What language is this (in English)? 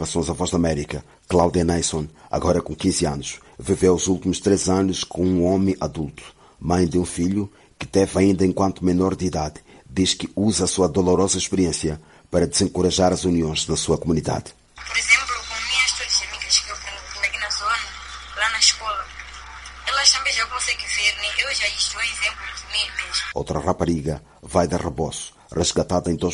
Portuguese